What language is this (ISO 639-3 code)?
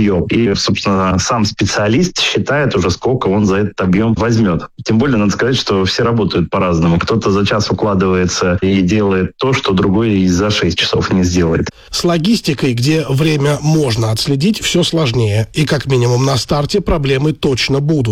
rus